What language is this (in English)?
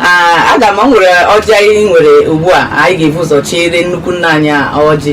Igbo